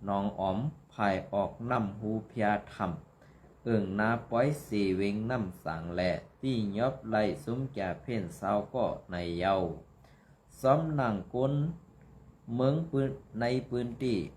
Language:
Shan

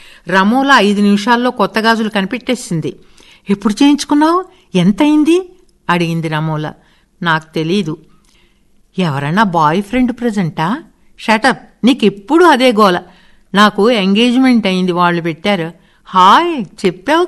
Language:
Telugu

